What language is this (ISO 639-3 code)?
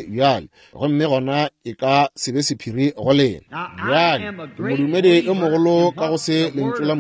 nso